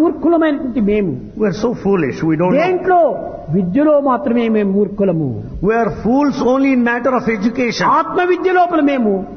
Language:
Telugu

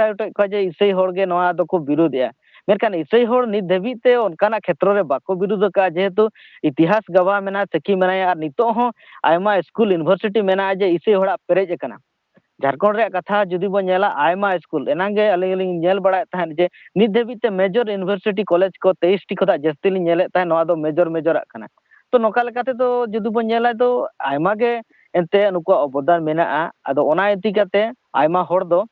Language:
Santali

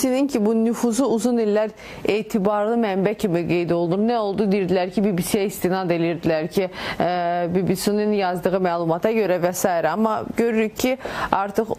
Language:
Azerbaijani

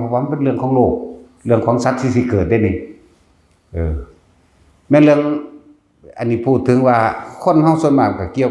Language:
Northeastern Thai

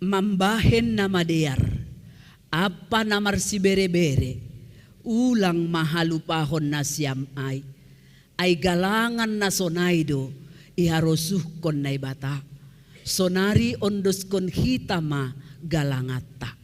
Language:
Batak Simalungun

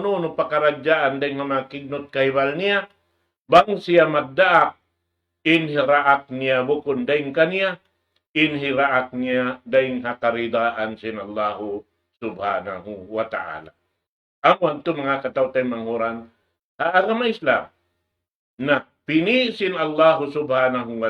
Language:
Tausug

